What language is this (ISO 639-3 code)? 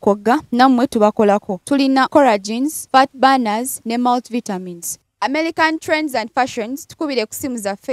lug